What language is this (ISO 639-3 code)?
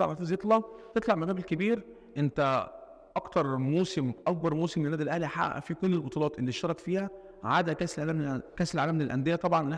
arz